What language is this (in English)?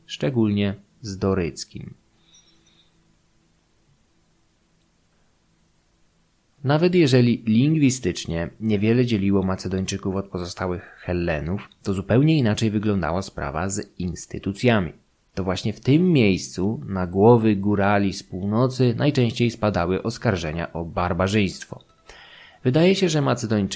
Polish